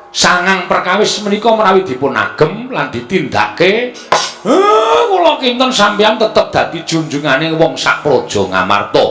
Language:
Javanese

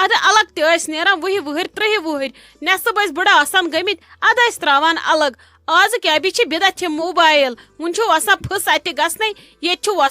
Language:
Kashmiri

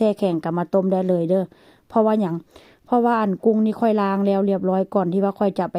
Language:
Northeastern Thai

